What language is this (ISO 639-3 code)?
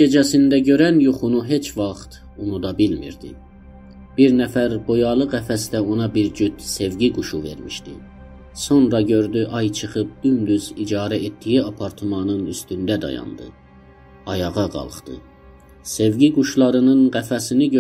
azb